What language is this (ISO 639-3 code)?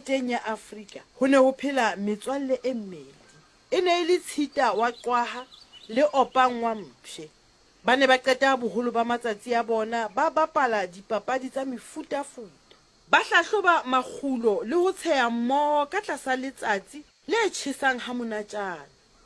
sot